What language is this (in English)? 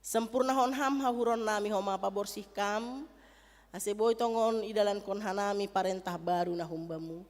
Batak Simalungun